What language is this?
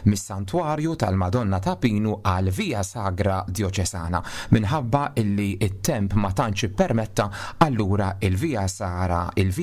Maltese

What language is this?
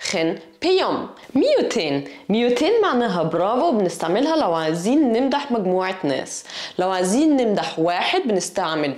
Egyptian Arabic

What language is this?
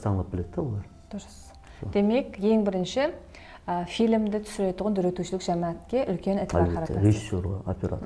Kara-Kalpak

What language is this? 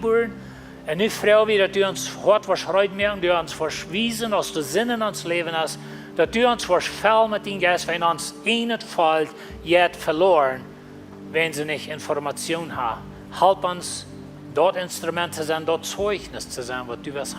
Plautdietsch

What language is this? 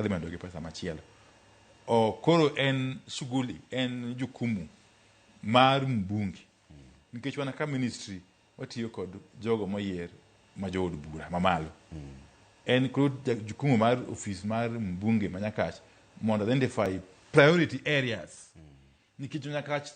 Luo (Kenya and Tanzania)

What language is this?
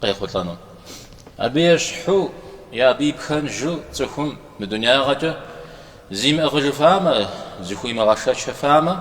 Kabardian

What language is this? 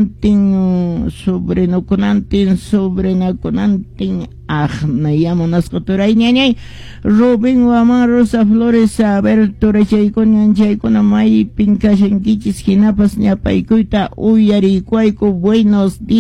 Quechua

